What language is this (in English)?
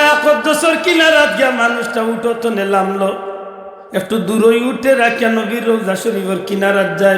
Sylheti